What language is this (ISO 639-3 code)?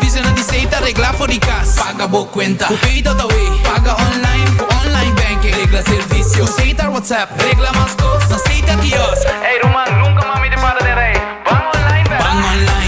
pap